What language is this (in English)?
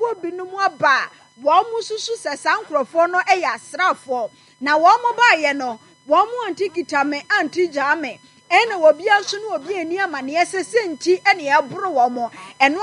Akan